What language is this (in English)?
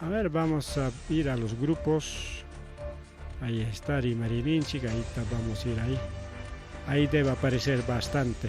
Ayacucho Quechua